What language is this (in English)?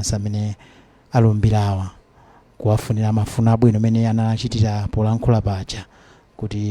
Nyanja